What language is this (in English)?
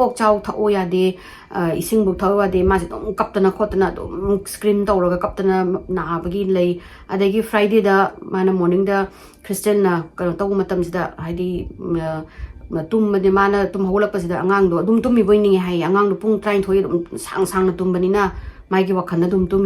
Manipuri